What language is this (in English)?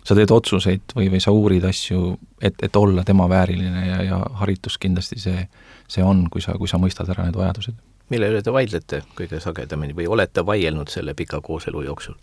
Estonian